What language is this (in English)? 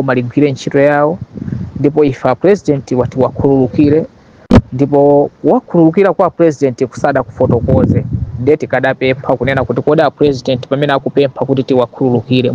Nyanja